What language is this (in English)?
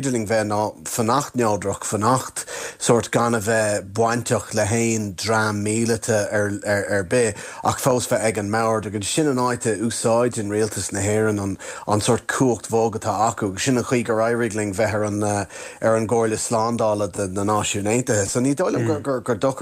Irish